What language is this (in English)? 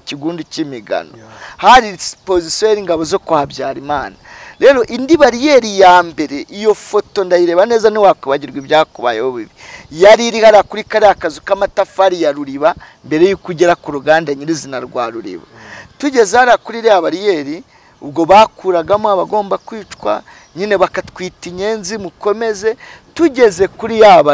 Kinyarwanda